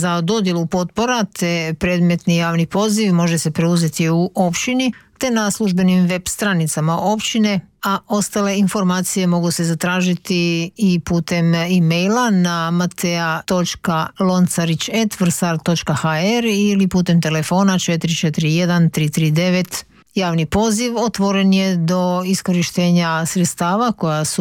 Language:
Croatian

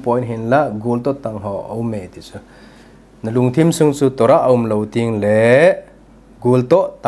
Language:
Thado Chin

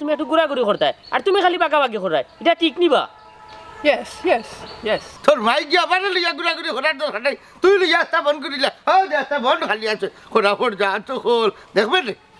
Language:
Sylheti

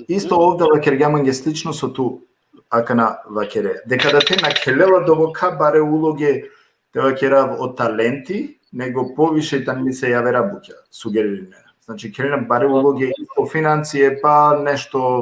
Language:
Balkan Romani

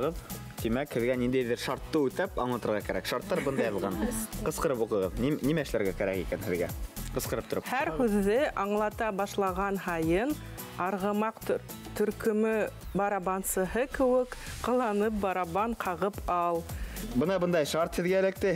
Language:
Bashkir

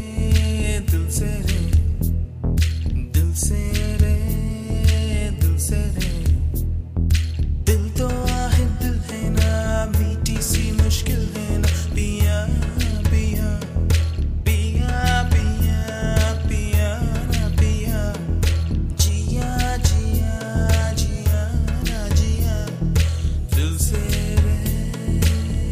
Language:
Hindi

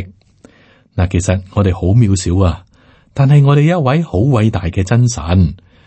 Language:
Cantonese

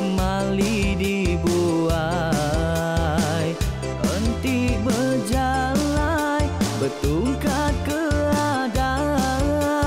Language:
Iban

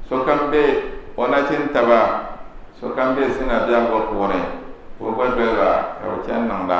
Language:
Dagbani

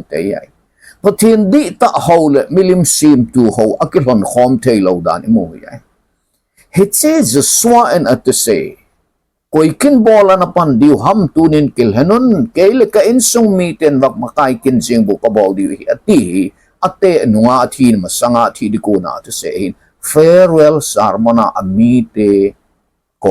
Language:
Thado Chin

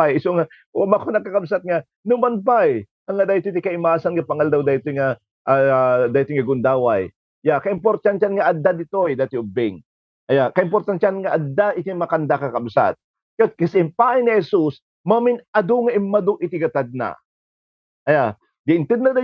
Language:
Iloko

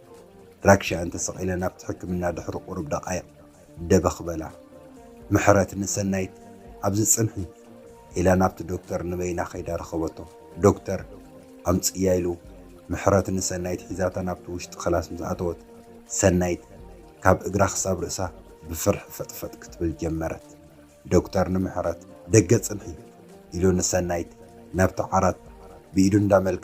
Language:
Tigrinya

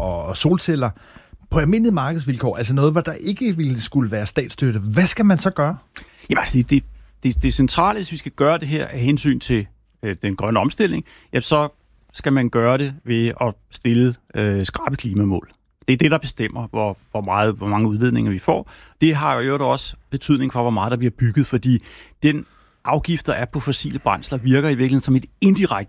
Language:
Danish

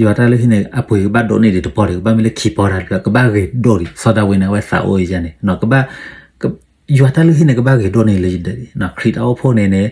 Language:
S'gaw Karen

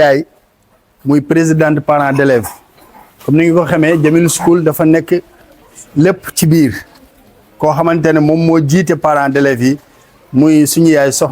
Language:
Wolof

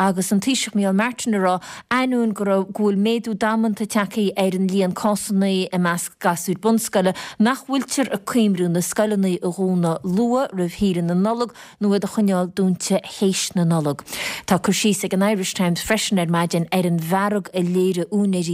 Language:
Irish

